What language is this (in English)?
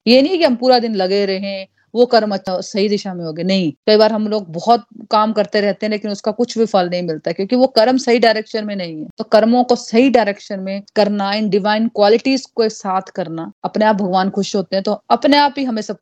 Hindi